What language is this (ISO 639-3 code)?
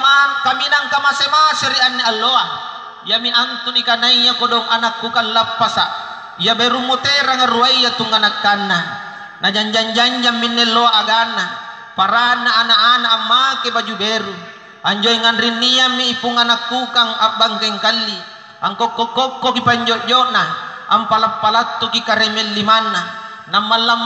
mak